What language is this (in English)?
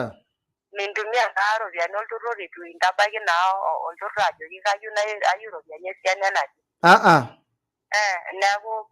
Masai